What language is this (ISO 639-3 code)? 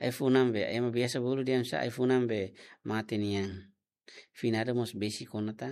tet